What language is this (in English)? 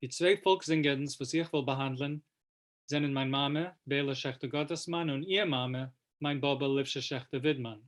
Yiddish